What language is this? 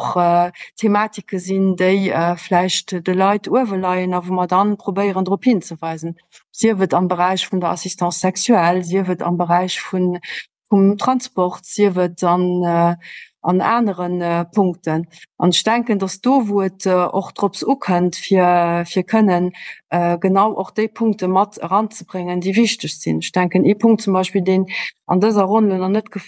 Luxembourgish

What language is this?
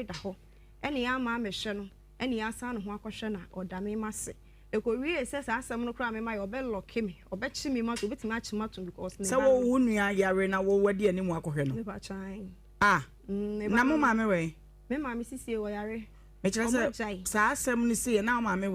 Akan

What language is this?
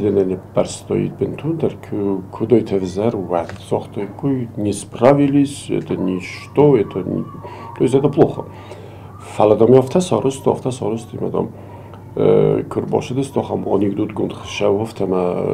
Ossetic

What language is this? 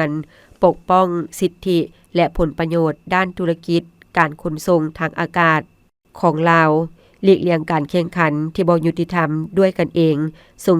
Lao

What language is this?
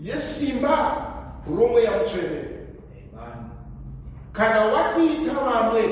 Shona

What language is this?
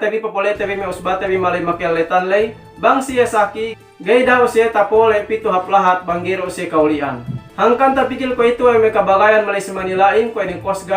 Yakan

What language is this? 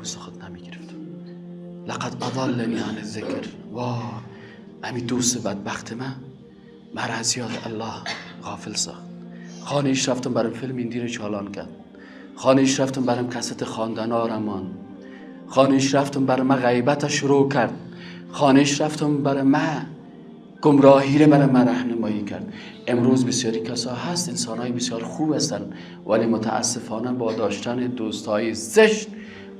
Persian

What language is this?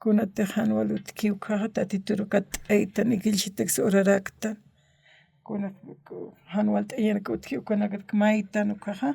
Aymara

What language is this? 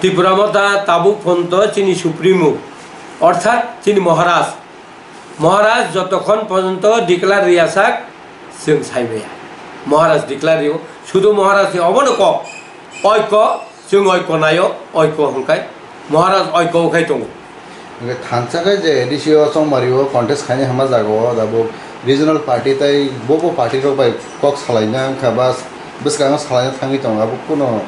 Kok Borok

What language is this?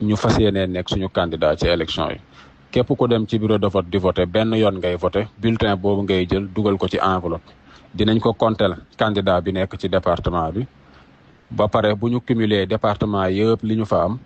Wolof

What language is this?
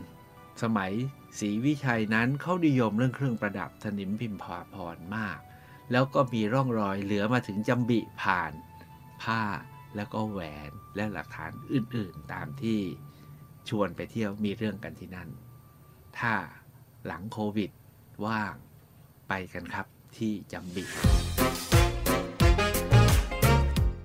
Thai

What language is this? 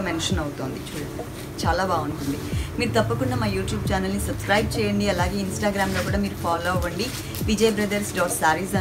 Telugu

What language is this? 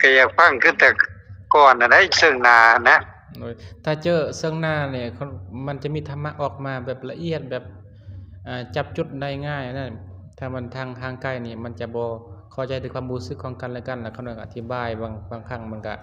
Lao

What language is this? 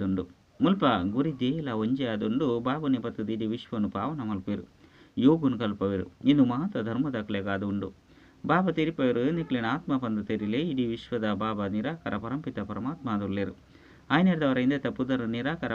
Tulu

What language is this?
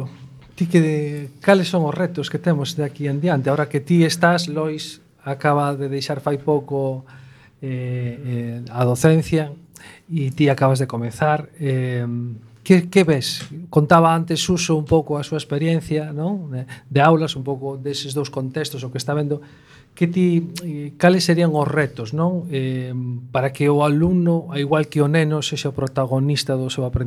Galician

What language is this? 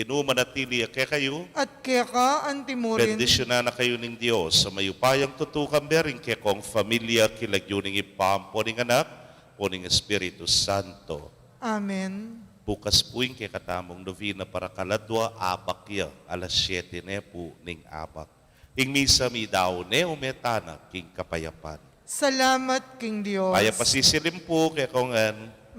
Pampanga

